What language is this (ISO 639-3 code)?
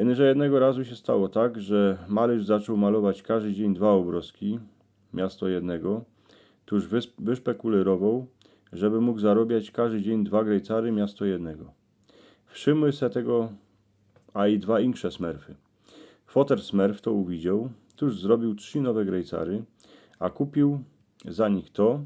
szl